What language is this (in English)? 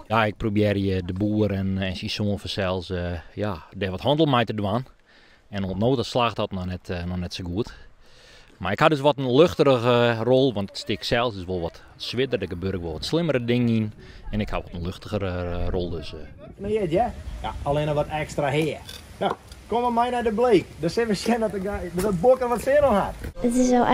Western Frisian